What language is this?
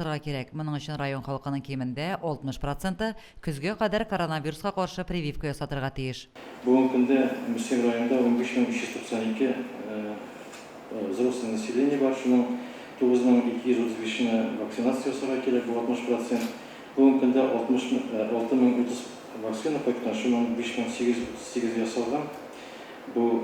Tatar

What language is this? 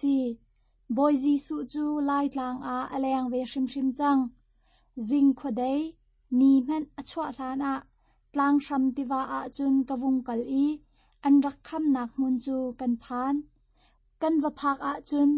Hakha Chin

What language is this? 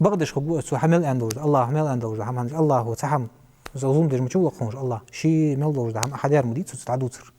Ingush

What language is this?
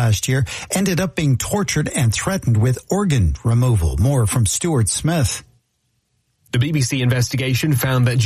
English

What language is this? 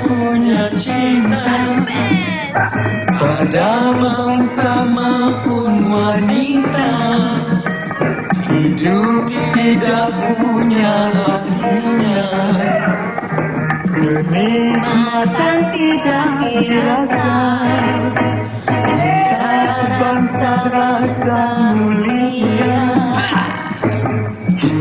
Malay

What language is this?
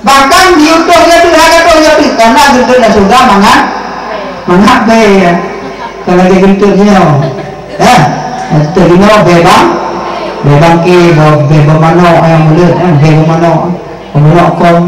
Achinese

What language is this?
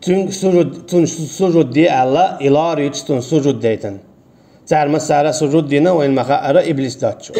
Chechen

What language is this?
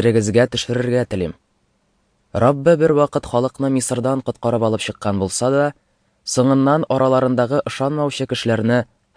Tatar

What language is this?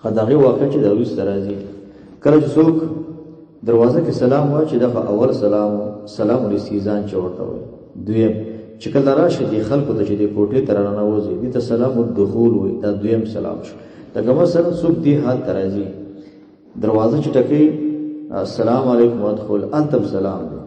Pashto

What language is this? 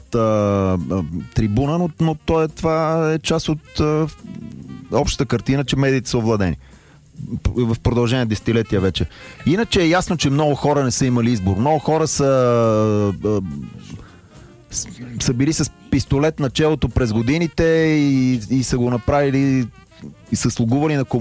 Bulgarian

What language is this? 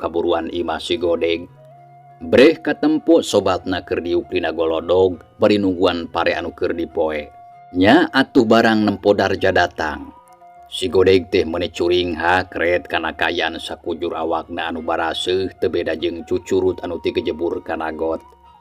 Sundanese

